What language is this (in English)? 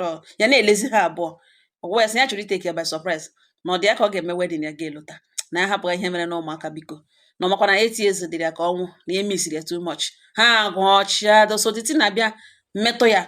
Igbo